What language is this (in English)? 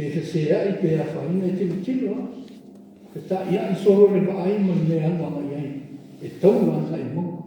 Samoan